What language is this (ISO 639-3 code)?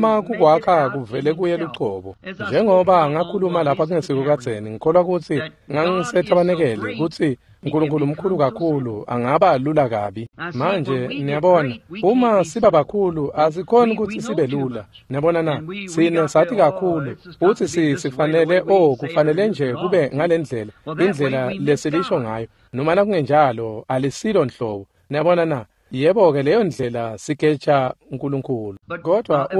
ssw